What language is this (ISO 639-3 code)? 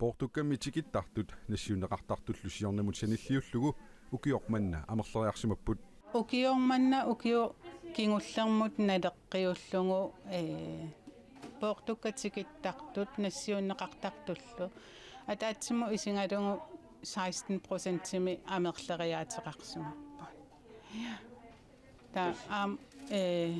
kal